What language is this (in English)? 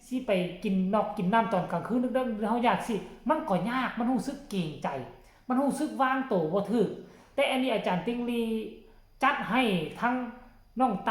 Lao